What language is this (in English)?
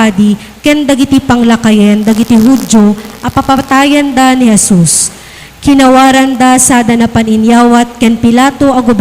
Iloko